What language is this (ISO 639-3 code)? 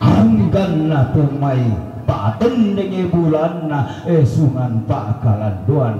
sda